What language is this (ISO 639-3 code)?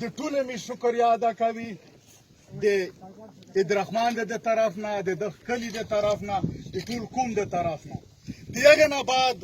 pus